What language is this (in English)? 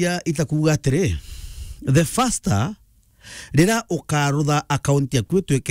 Meru